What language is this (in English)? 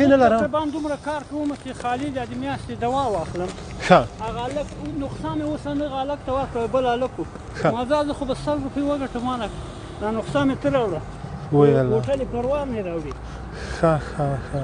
Pashto